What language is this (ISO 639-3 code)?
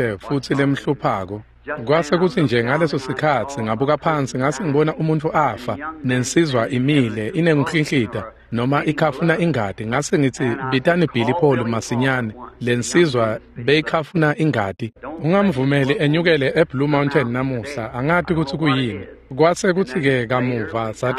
ssw